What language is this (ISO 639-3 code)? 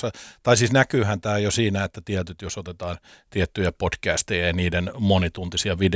fin